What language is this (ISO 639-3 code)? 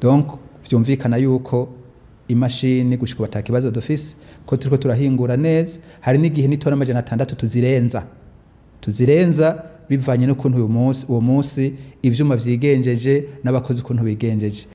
run